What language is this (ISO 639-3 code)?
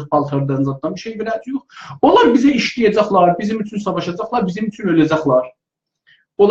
azb